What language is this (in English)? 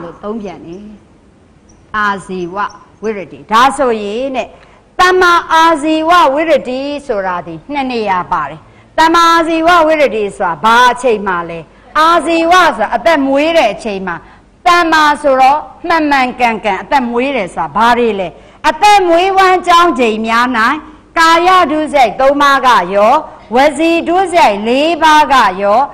Burmese